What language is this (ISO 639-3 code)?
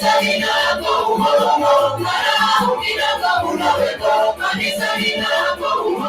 mas